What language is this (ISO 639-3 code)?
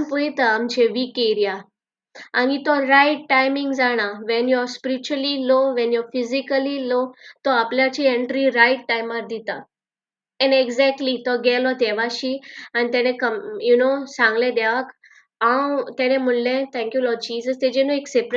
kok